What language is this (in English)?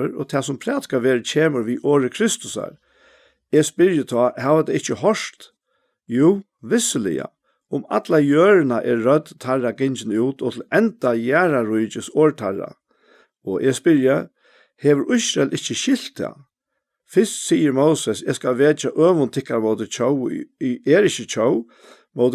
Faroese